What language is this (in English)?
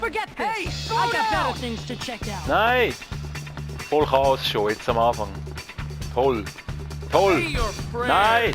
Swiss German